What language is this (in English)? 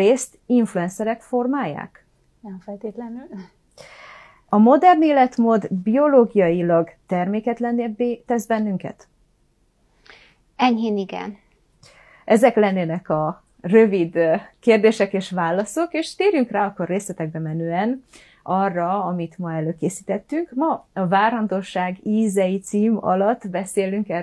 Hungarian